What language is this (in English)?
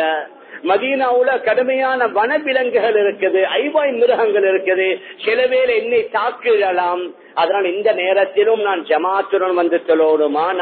Tamil